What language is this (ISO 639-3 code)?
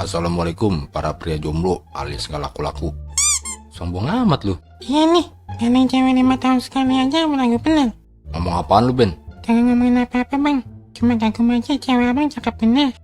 bew